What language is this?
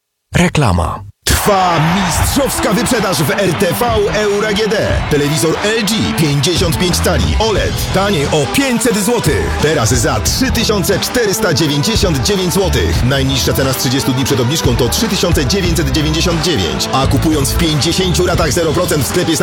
Polish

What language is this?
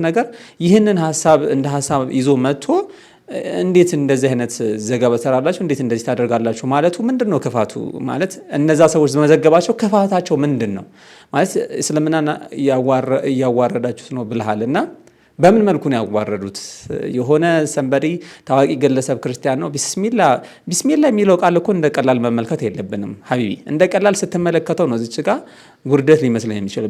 Amharic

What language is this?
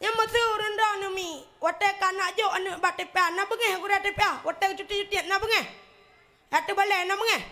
Achinese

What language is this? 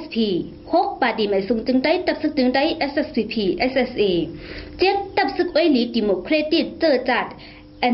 Shan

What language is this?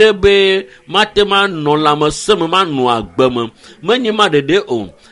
Ewe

